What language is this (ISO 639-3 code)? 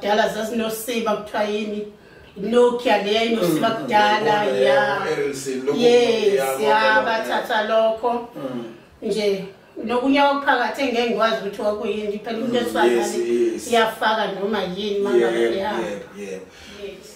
zul